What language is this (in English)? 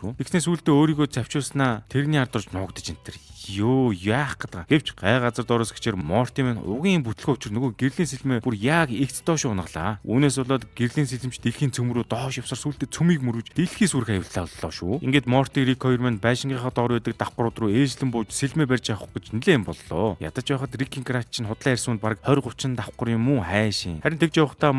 Mongolian